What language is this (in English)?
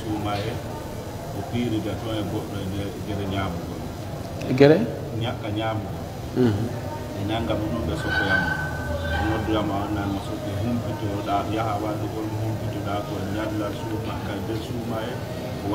Pular